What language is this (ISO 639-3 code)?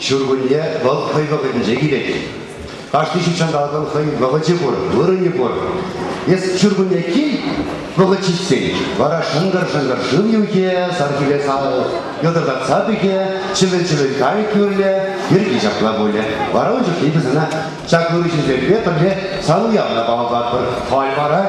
chv